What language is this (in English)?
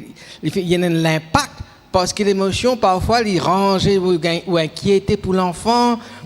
Morisyen